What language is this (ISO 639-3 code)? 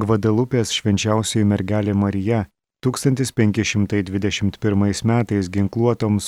lit